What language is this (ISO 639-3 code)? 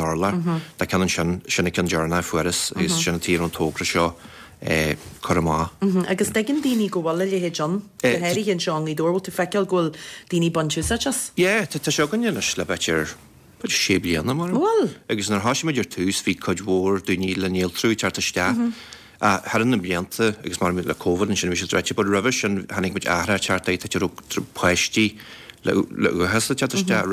gle